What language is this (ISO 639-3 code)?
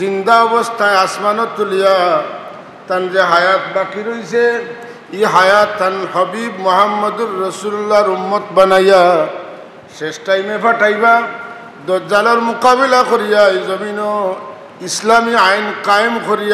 syl